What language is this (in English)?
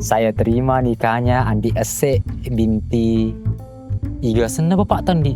Buginese